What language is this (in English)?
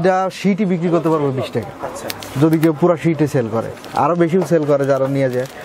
Bangla